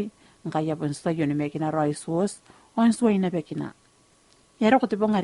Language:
Gilbertese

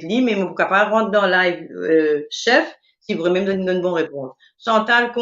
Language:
Morisyen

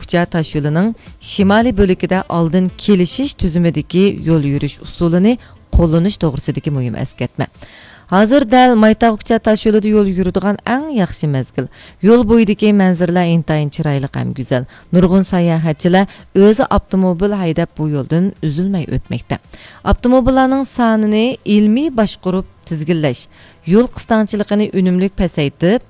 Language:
Uyghur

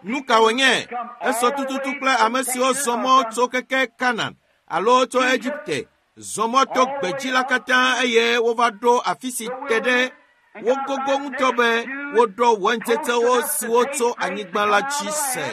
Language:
Ewe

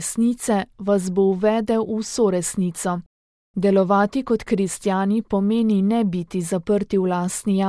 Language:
Slovenian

